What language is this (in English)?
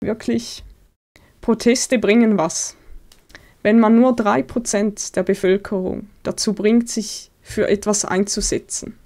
Swiss German